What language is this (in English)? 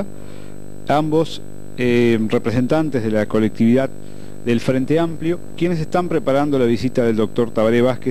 Spanish